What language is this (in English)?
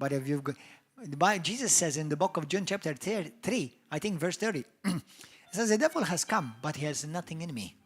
English